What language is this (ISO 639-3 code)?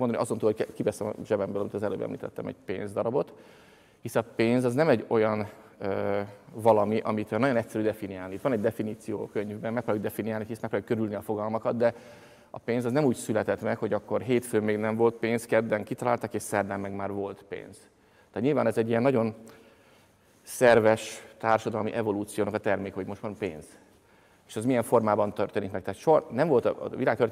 hun